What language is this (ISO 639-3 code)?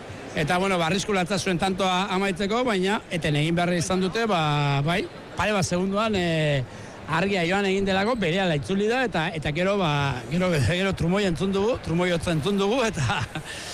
eus